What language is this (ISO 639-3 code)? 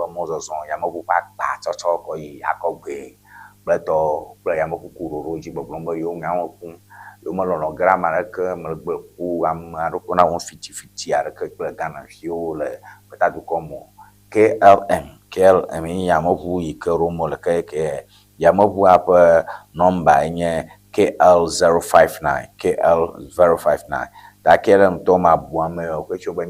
ewe